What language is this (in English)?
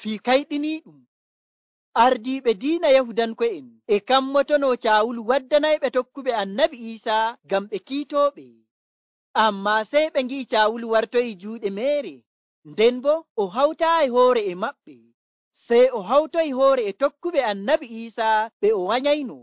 Nigerian Fulfulde